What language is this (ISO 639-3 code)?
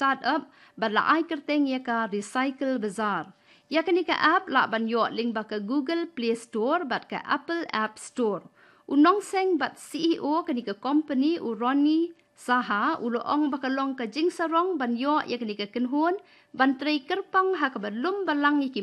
kha